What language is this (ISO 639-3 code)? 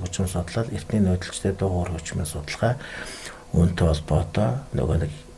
mon